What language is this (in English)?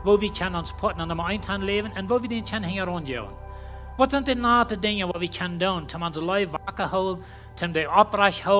Plautdietsch